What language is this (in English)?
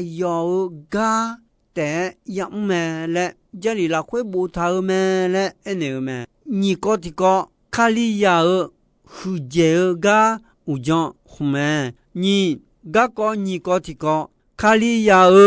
Akha